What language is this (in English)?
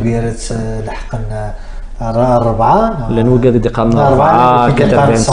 Kabyle